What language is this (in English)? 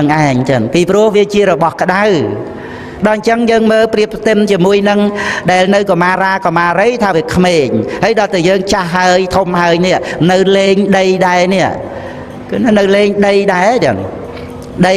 Khmer